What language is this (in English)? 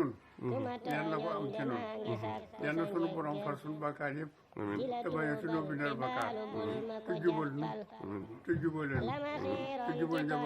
Wolof